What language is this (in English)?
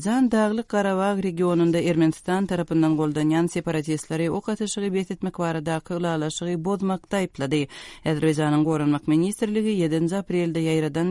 Turkmen